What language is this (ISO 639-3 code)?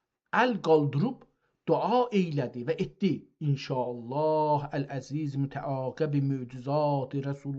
azb